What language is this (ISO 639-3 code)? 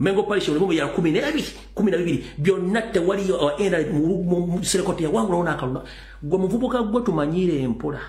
lug